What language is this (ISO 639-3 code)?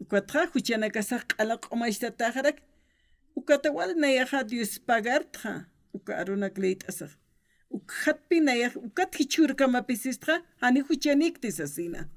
aym